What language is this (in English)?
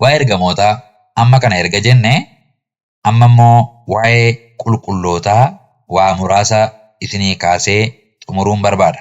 Oromo